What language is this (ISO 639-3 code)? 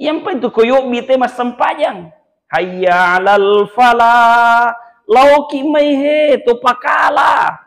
bug